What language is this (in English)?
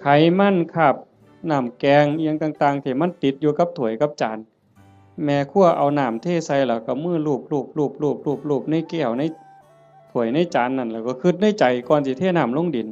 Northeastern Thai